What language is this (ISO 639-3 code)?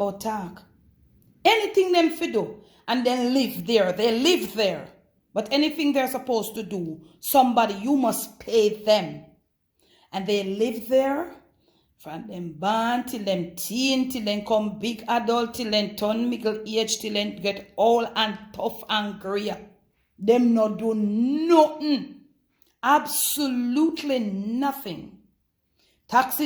jam